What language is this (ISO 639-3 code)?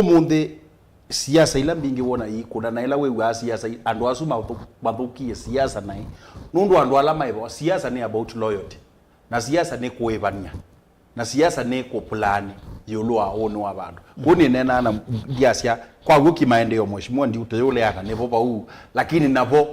kam